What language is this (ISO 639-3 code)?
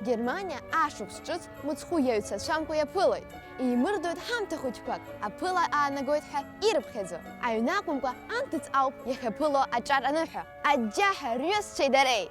abk